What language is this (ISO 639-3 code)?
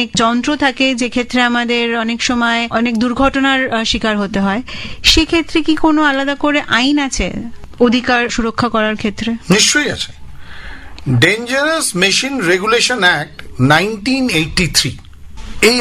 ben